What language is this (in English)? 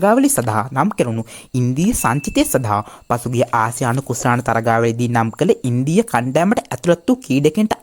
Sinhala